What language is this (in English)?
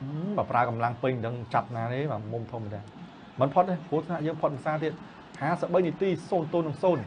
Khmer